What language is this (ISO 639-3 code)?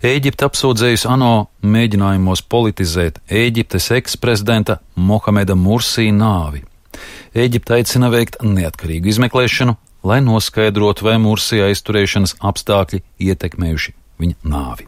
lav